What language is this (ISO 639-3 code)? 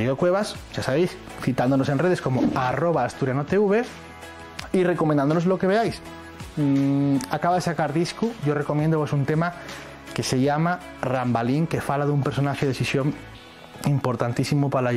ast